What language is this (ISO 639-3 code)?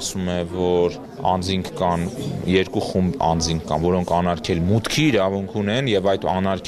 hye